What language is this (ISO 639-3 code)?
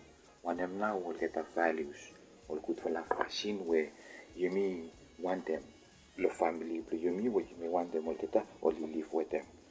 bis